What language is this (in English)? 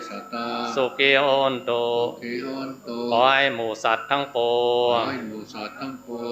Pali